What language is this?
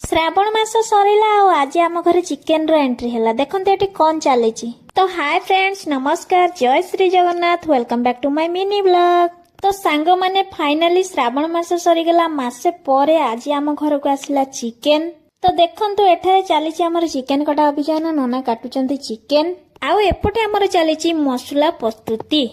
Odia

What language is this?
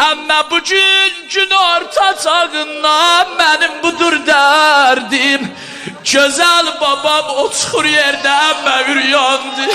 South Azerbaijani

